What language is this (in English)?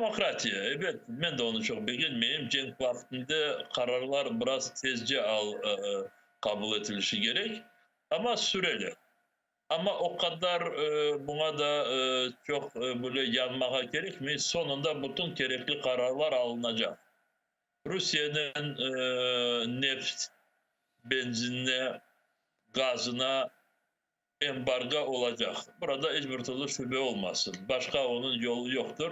Crimean Tatar